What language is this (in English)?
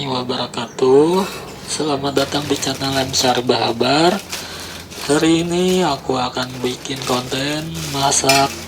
Banjar